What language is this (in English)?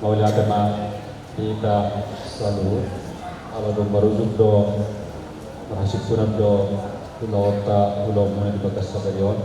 Batak Toba